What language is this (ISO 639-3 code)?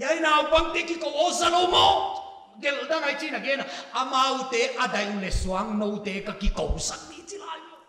pck